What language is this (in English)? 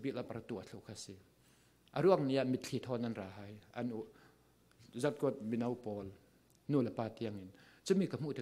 Falam Chin